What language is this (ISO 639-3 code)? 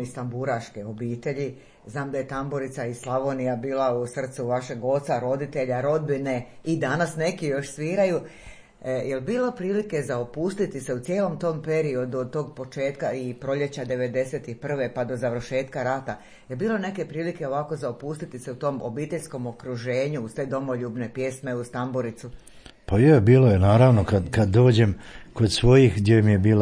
hrv